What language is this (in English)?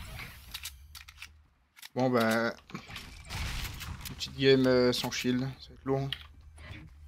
French